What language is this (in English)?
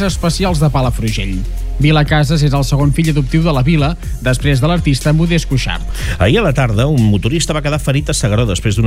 Catalan